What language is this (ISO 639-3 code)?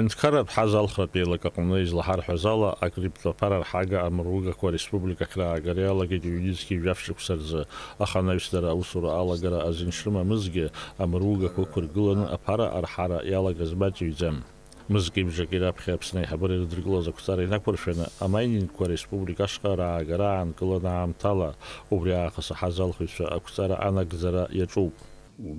abk